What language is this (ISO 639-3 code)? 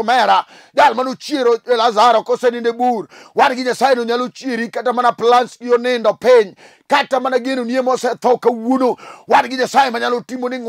luo